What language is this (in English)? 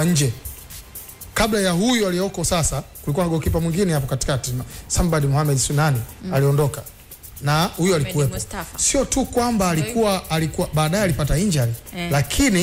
Swahili